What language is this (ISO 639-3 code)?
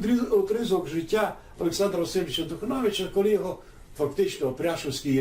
rue